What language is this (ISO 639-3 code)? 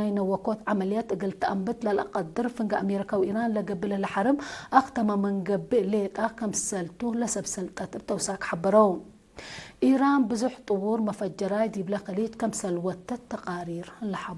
tig